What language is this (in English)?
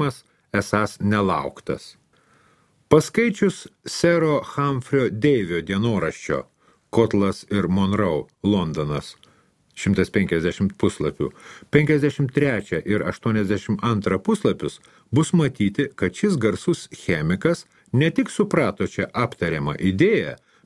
Lithuanian